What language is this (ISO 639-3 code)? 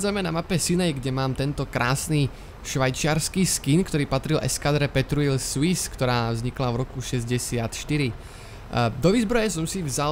slk